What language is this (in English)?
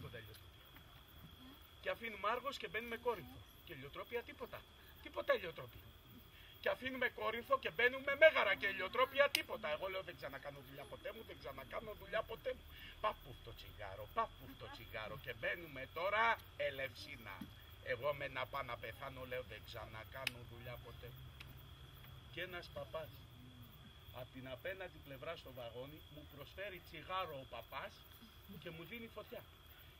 Greek